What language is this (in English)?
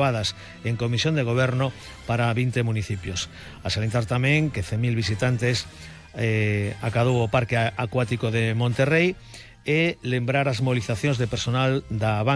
Galician